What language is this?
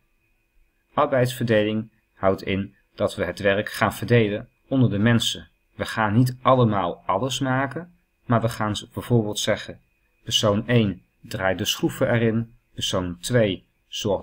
Dutch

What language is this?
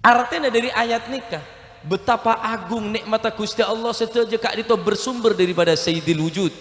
Madurese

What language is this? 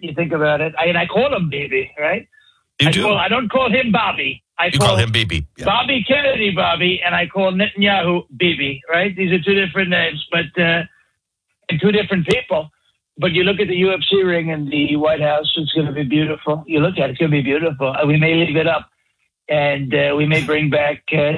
English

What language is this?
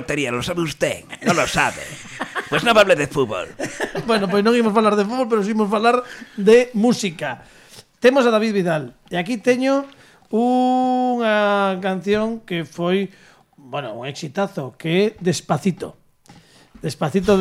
Galician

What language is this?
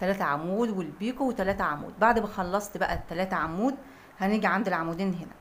Egyptian Arabic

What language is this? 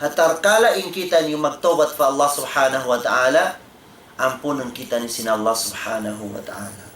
Tausug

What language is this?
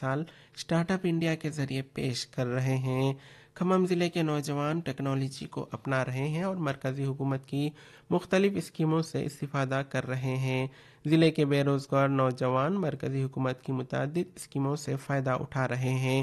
Urdu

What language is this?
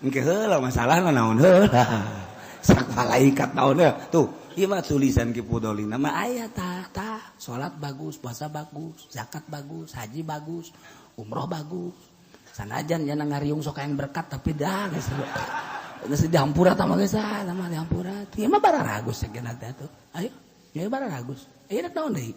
Sundanese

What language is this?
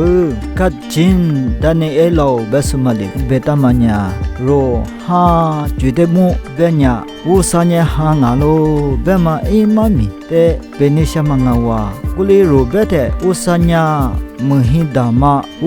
Lisu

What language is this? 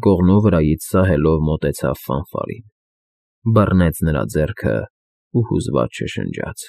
Armenian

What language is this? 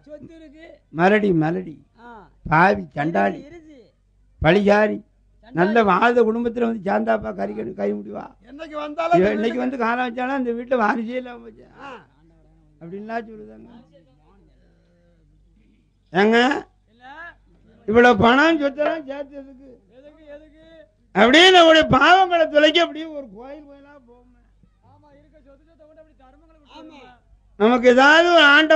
Tamil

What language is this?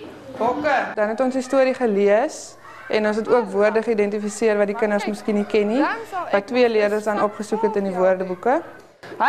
Afrikaans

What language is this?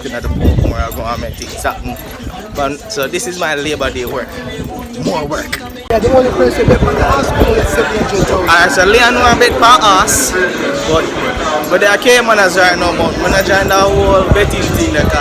Jamaican Creole English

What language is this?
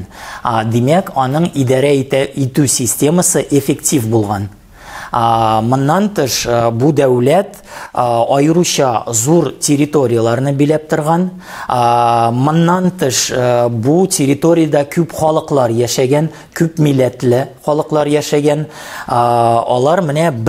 Tatar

